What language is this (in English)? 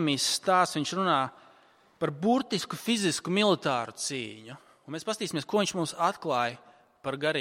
Latvian